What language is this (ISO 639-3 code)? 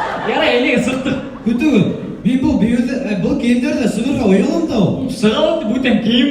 bak